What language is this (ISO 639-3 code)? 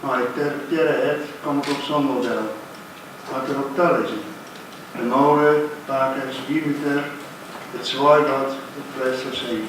fry